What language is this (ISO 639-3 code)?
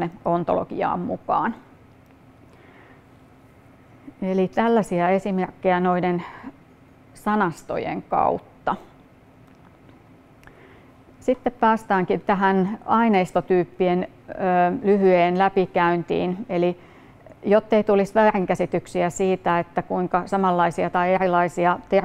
fin